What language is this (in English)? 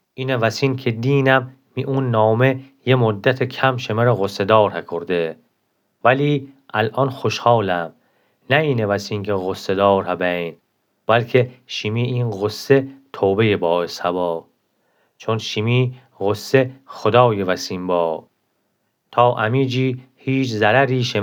Gilaki